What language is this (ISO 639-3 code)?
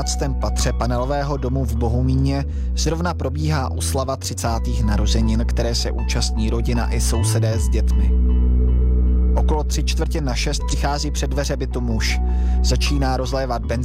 ces